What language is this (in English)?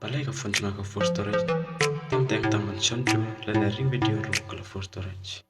Khasi